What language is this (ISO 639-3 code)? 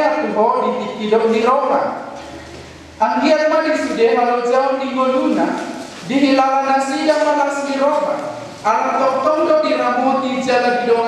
bbc